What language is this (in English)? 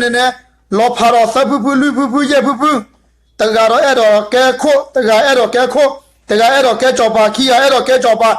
S'gaw Karen